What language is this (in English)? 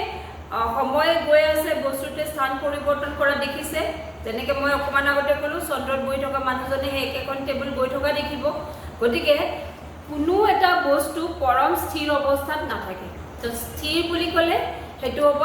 Assamese